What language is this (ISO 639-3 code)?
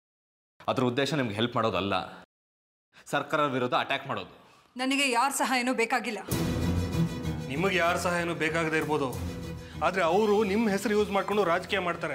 kan